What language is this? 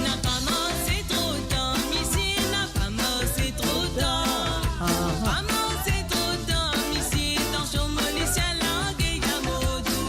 Morisyen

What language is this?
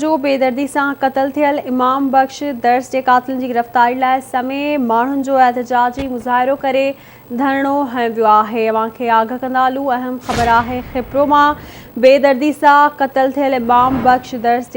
Sindhi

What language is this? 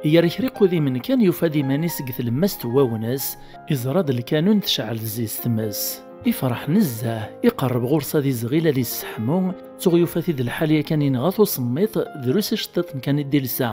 Kabyle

